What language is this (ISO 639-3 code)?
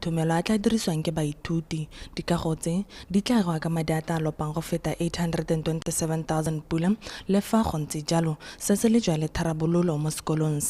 tsn